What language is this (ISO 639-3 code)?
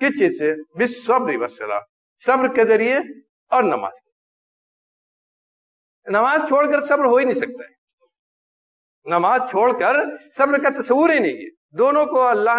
urd